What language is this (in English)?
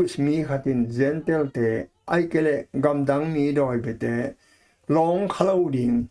Tedim Chin